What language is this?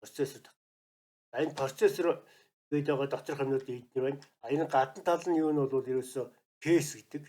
Mongolian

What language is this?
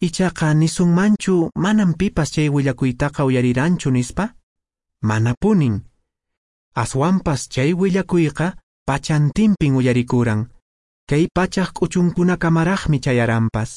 Quechua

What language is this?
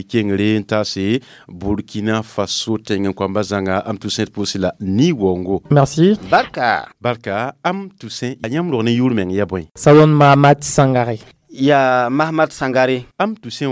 Mossi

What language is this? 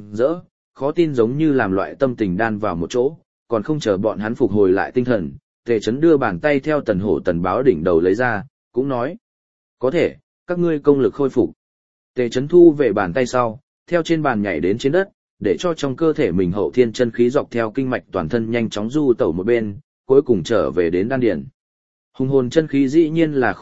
Vietnamese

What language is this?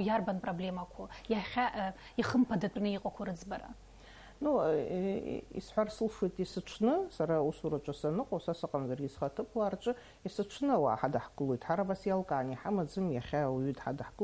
Abkhazian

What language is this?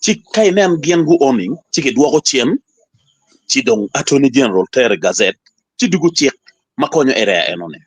Acoli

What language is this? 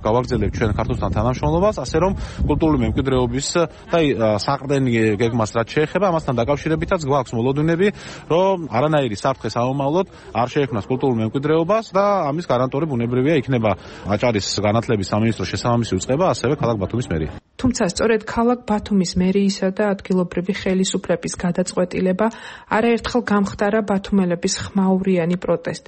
Georgian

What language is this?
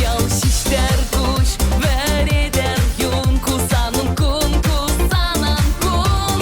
Chuvash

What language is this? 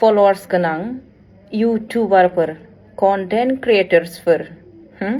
Bodo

